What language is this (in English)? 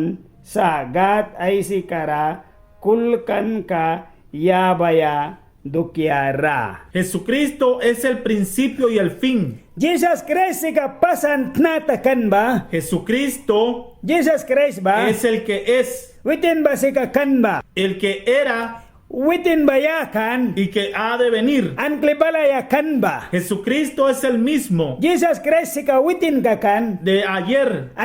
Mískito